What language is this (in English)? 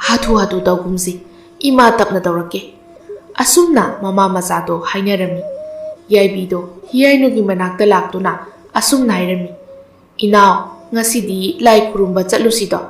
Manipuri